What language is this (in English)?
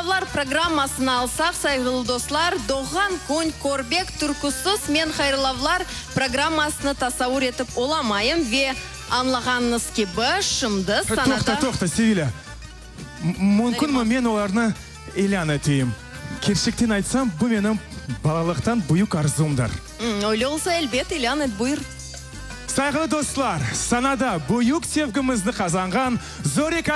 Crimean Tatar